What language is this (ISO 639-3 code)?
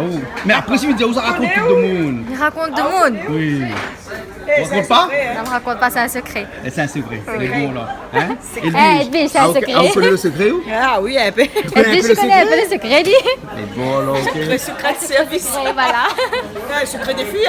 rcf